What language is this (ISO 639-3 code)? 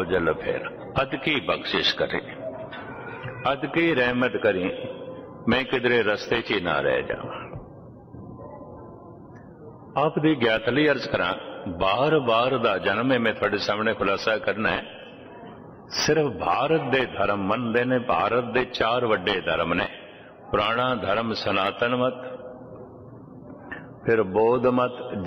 pan